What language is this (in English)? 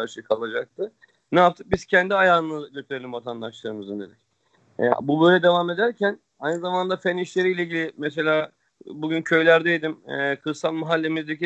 Turkish